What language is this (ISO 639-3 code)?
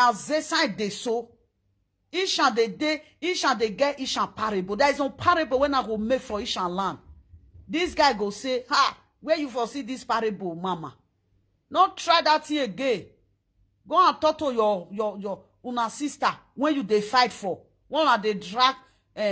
pcm